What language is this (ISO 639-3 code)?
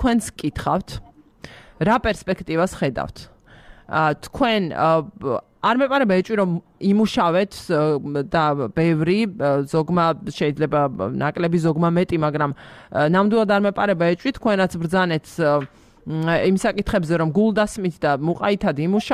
kat